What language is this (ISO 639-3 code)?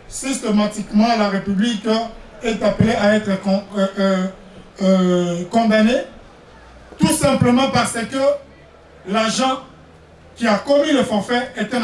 fra